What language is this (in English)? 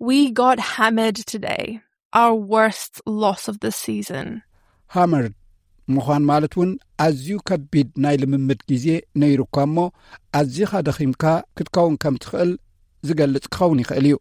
Tigrinya